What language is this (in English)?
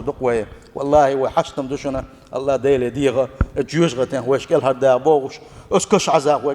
Chechen